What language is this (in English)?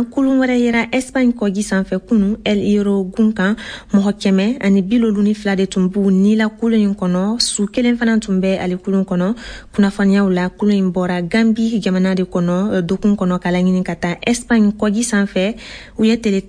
Bambara